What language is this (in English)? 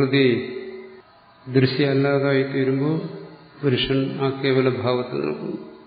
Malayalam